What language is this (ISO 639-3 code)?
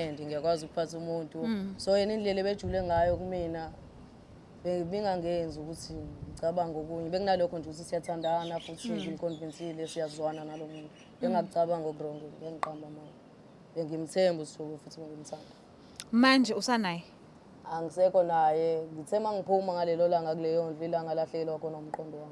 zul